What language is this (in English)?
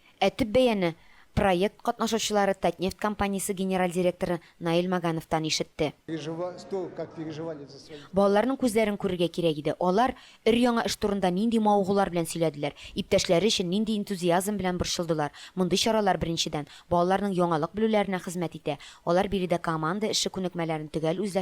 Tatar